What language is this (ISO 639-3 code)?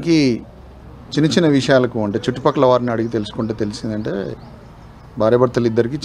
tel